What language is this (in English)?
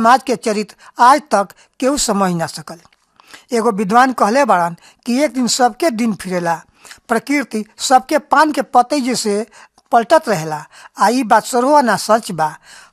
Bhojpuri